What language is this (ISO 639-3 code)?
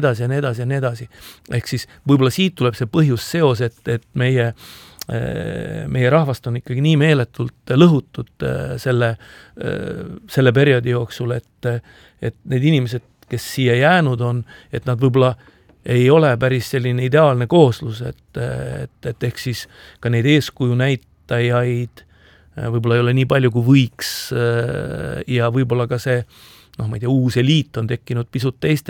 est